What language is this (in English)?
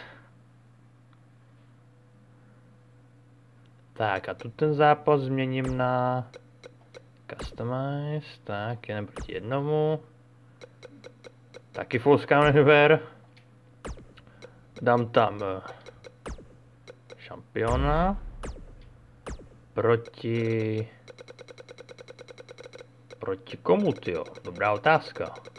Czech